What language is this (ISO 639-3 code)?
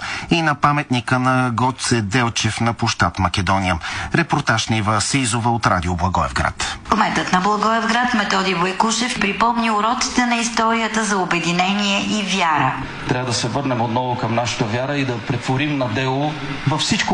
bul